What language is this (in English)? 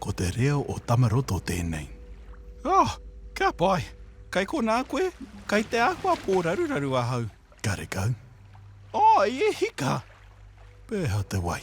Māori